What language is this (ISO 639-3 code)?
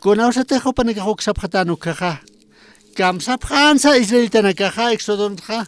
aym